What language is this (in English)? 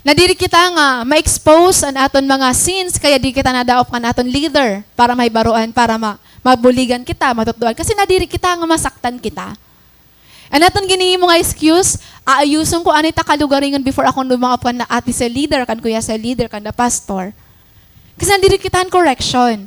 Waray